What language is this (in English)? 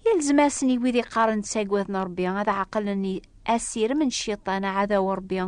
Kabyle